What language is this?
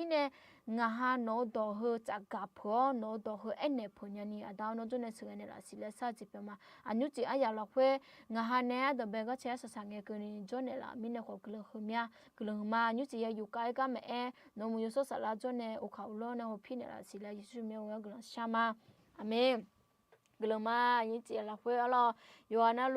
Akha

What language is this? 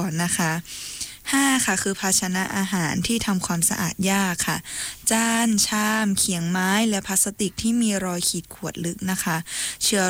Thai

